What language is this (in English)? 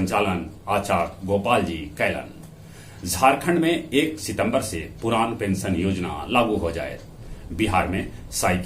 Magahi